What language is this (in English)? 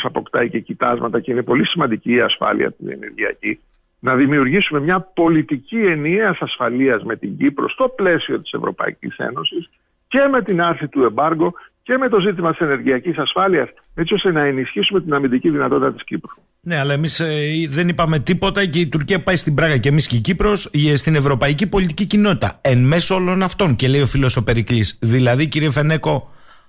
Greek